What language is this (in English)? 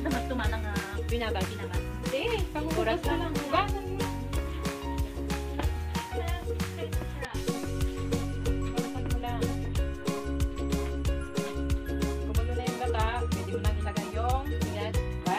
Filipino